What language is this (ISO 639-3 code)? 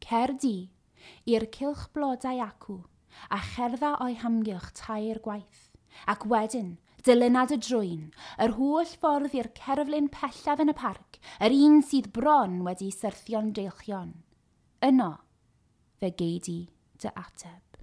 cym